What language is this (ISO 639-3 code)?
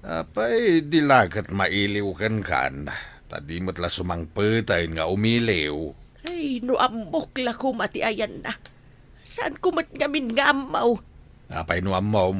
ilo